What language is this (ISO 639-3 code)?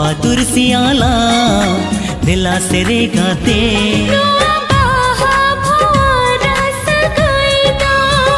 sat